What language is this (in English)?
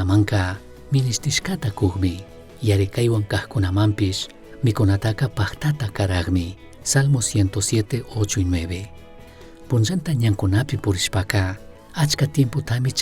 Chimborazo Highland Quichua